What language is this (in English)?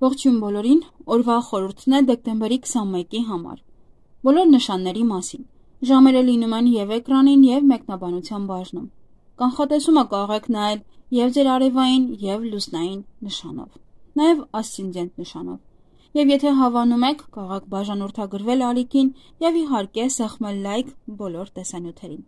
Armenian